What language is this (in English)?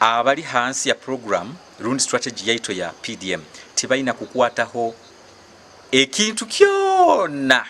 Nyankole